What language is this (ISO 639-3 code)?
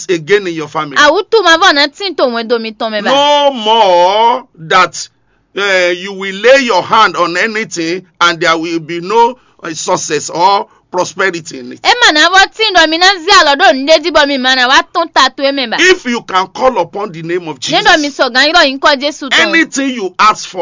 fon